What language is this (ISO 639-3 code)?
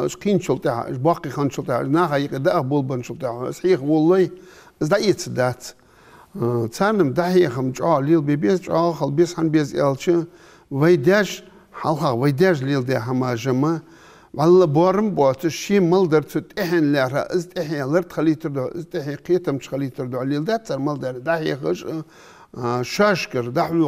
inh